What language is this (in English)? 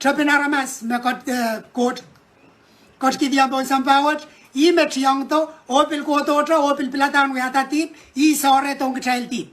Pohnpeian